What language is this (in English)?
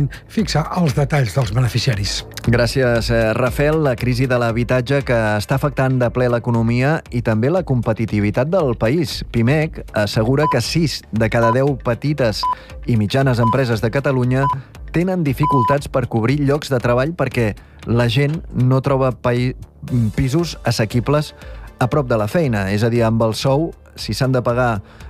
Catalan